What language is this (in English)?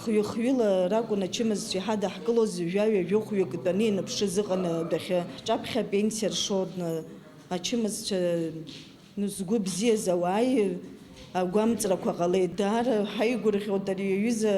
Abkhazian